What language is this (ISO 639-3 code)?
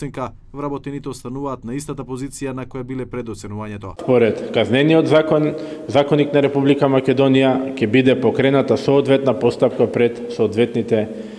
mkd